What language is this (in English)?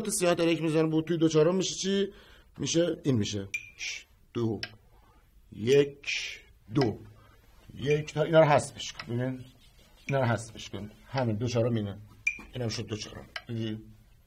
Persian